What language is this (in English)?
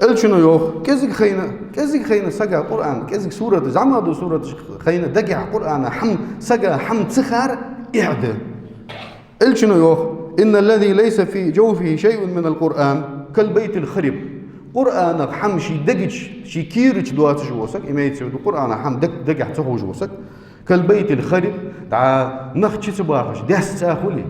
Ingush